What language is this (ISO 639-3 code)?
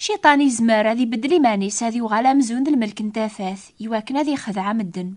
kab